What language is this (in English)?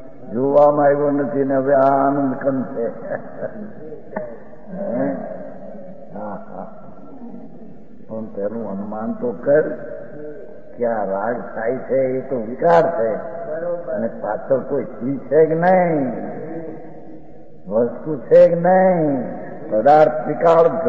Gujarati